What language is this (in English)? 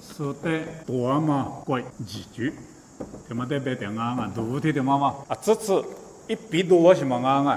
Lisu